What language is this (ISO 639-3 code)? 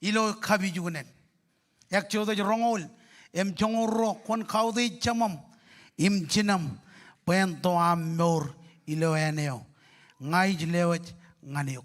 mah